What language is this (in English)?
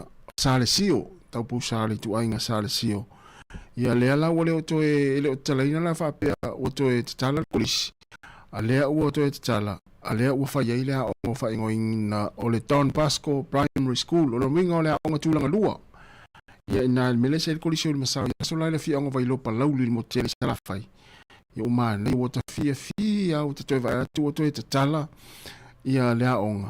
Samoan